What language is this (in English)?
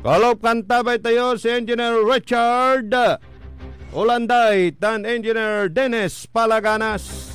Pangasinan